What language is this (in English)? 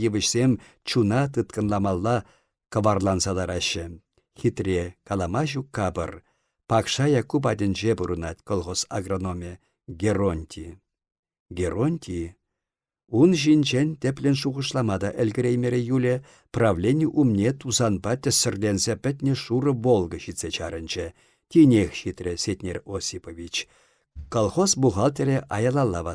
Chuvash